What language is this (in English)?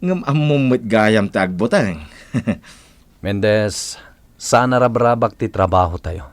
Iloko